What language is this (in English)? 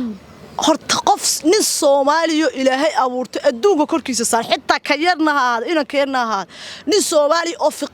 Somali